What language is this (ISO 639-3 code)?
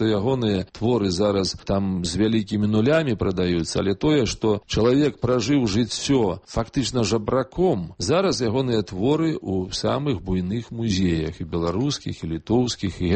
bel